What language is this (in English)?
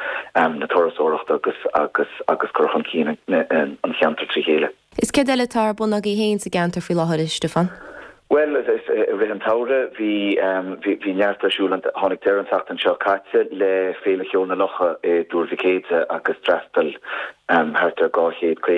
Irish